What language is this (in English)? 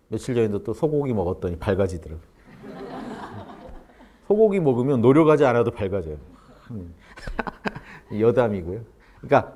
Korean